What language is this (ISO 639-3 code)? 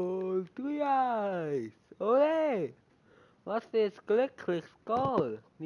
gsw